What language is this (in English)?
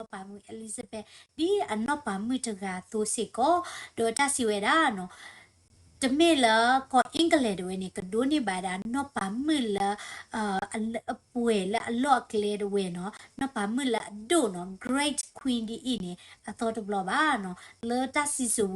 S'gaw Karen